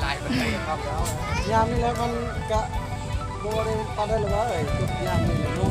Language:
Lao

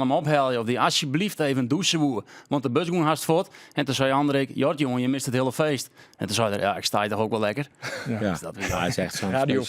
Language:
Western Frisian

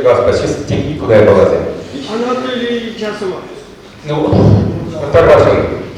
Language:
Chuvash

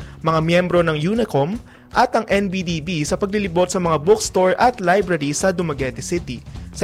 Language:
Filipino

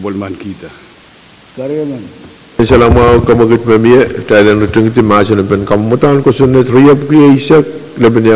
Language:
Pohnpeian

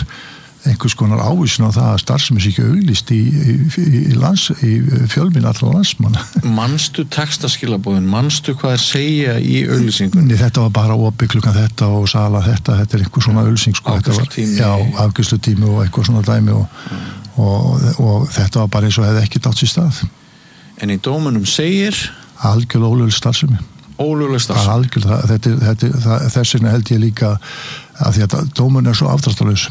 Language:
Icelandic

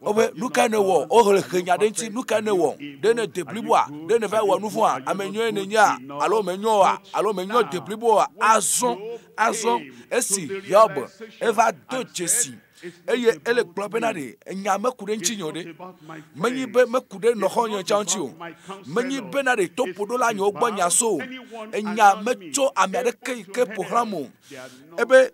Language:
Ewe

